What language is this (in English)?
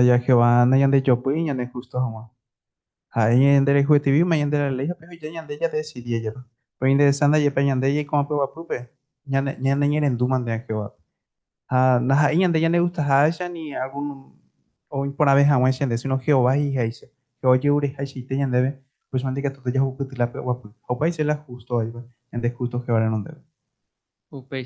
Guarani